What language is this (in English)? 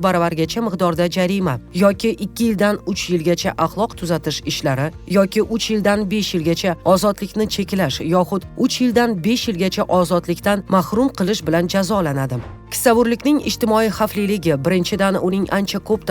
Uzbek